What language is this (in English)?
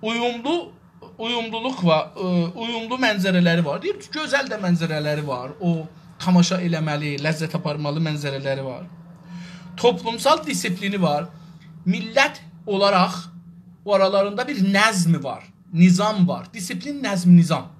South Azerbaijani